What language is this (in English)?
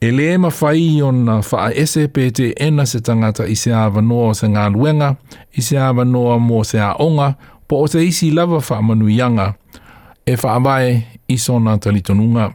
Samoan